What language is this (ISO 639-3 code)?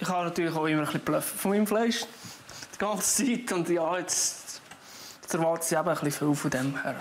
gsw